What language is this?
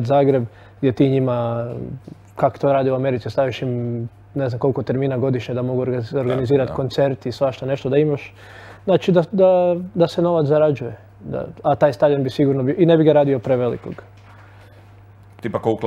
Croatian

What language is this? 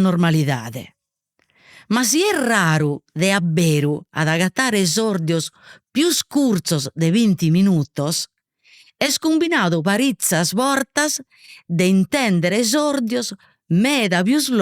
Sardinian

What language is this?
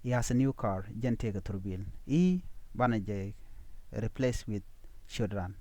Nuer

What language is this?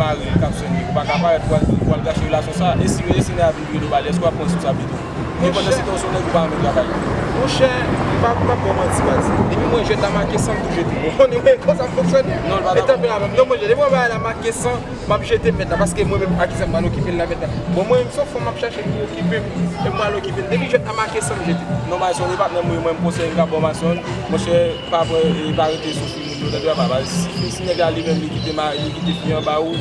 Haitian Creole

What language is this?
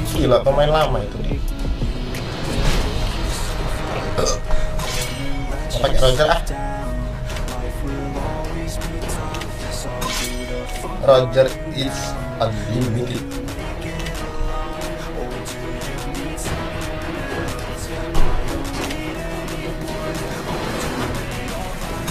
Indonesian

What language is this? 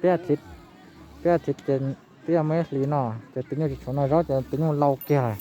Hmong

